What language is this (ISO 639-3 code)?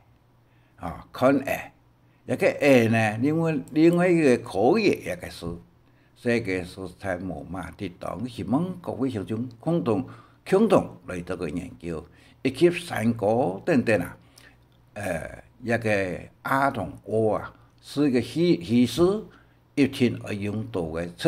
hak